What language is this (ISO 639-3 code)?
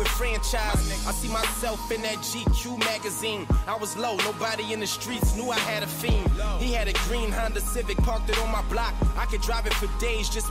eng